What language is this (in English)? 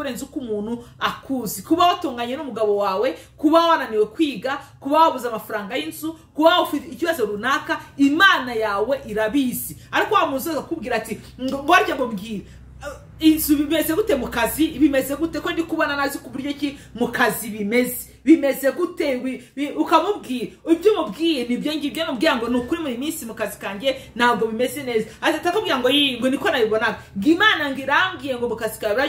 Kinyarwanda